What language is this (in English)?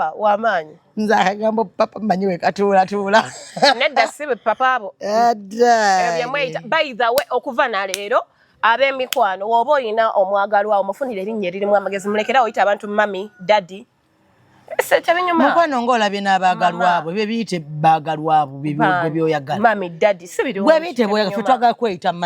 Ganda